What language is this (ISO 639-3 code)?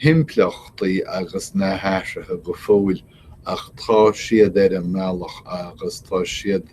gle